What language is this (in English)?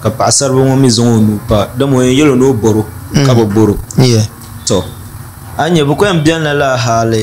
Dagbani